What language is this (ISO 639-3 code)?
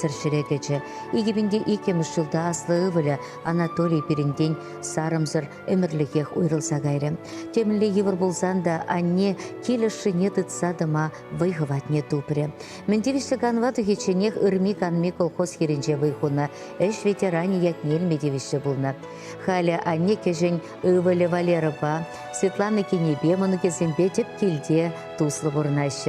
chv